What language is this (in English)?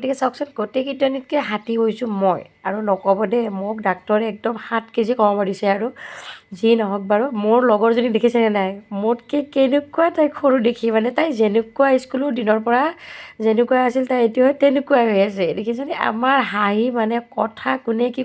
Assamese